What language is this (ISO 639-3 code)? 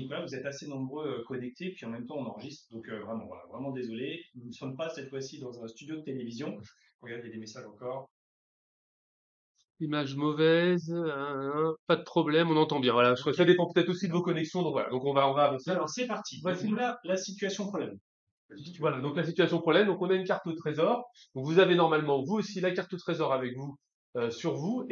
fra